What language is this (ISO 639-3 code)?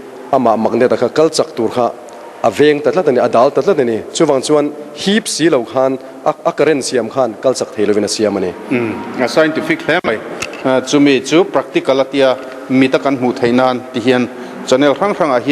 lus